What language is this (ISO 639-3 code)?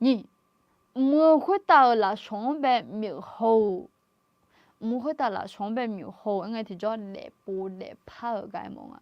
ahk